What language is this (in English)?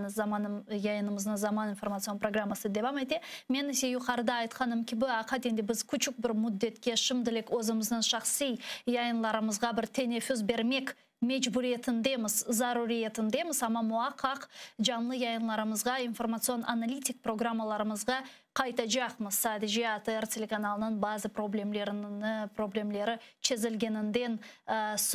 Crimean Tatar